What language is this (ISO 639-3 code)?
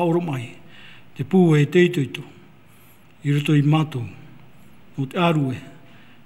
tah